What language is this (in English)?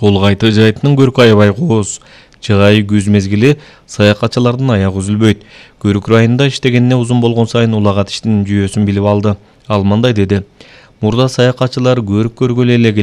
Kyrgyz